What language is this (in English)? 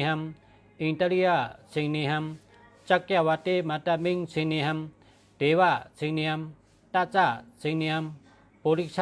Shan